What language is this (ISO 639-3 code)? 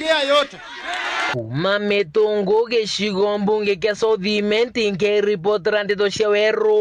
mer